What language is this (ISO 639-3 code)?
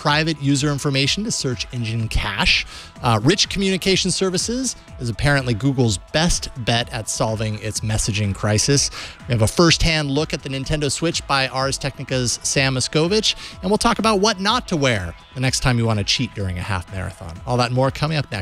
eng